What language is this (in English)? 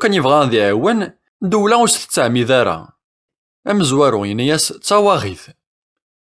Kabyle